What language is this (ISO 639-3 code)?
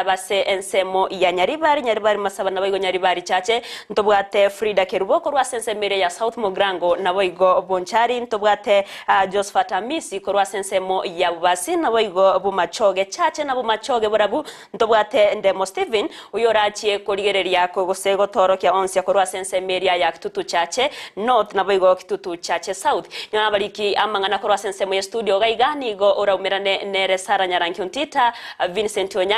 guz